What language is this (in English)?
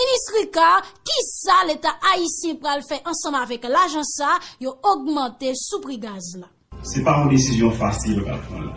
Haitian Creole